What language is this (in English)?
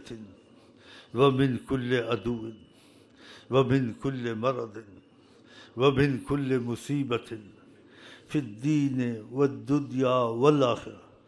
Urdu